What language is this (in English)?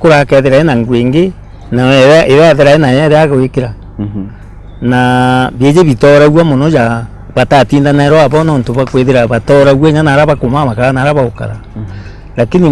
Meru